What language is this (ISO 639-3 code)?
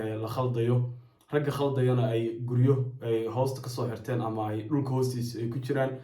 som